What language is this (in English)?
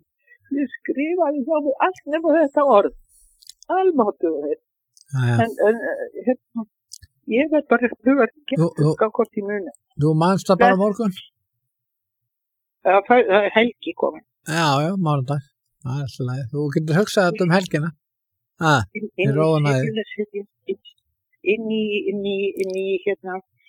Icelandic